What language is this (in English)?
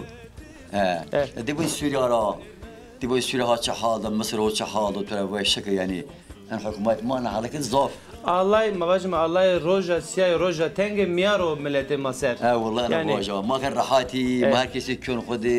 Zaza